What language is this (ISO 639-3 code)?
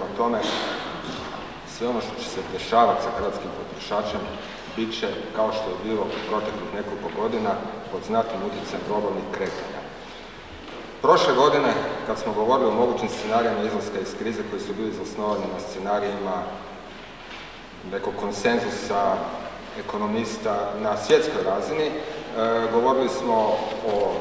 hrv